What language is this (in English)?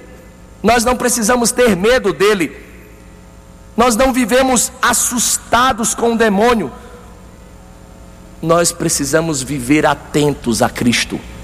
Portuguese